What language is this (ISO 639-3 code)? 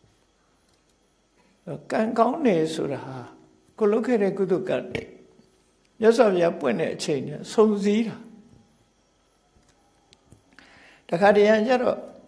mya